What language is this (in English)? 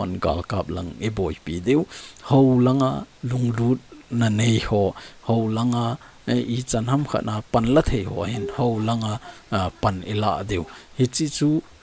Thado Chin